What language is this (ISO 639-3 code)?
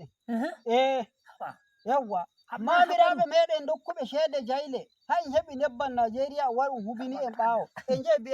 fuv